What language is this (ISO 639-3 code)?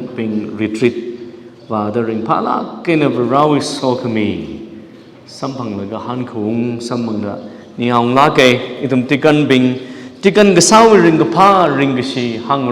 nmf